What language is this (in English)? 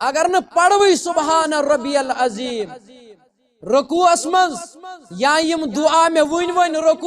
Kashmiri